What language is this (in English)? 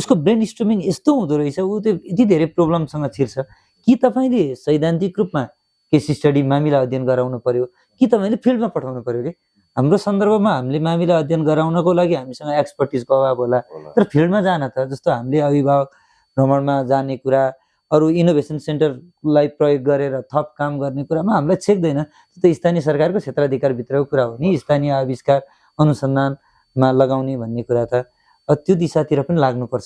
Nepali